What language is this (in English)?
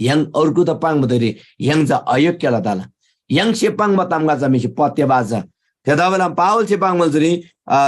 Eastern Tamang